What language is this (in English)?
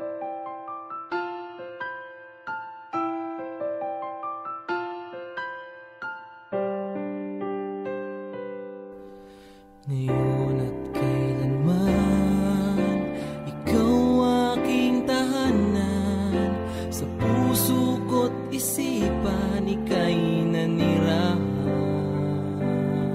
Filipino